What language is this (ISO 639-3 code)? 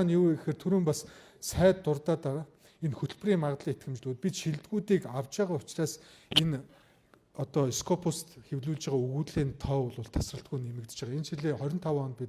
mon